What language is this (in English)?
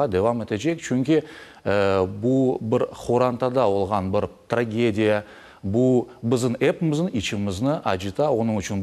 Crimean Tatar